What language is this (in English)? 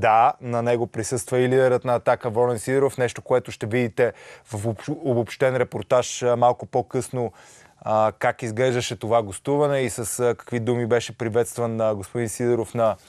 Bulgarian